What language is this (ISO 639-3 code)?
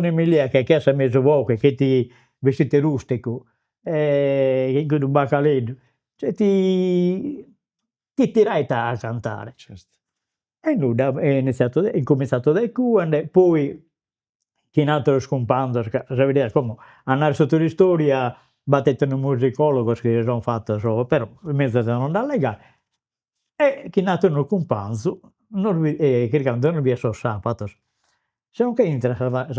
srd